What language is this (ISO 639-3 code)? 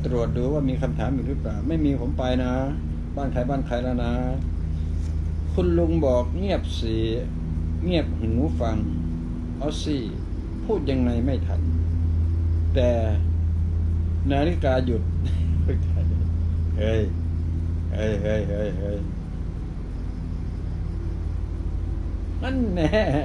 tha